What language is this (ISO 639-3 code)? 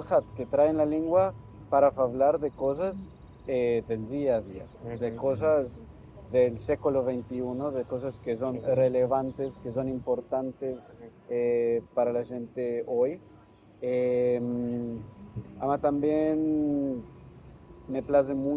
lad